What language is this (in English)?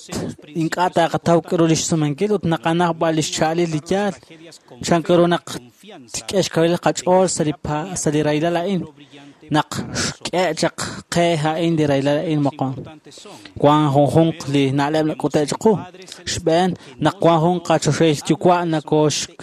Kekchí